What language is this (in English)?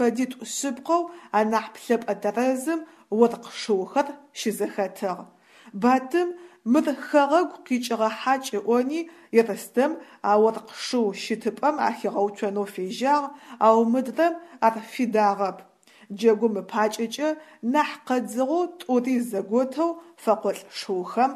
Adyghe